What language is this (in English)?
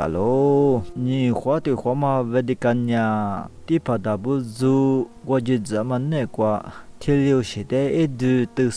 Lisu